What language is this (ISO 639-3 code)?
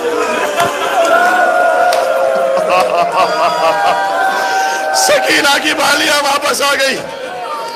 urd